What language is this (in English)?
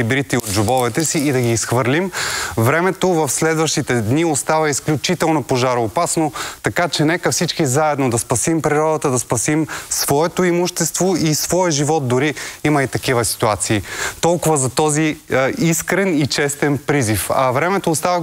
Bulgarian